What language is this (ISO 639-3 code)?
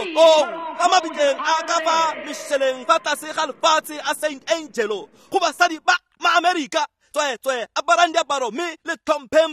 tsn